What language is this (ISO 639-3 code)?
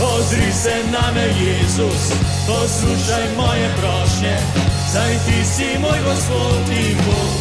slv